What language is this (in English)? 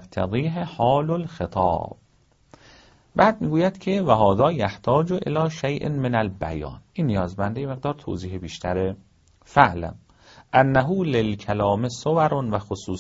Persian